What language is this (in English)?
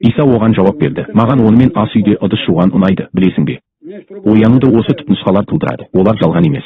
Kazakh